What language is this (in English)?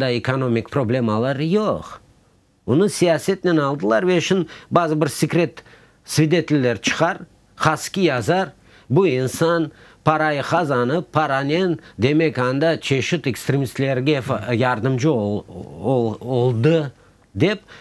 Crimean Tatar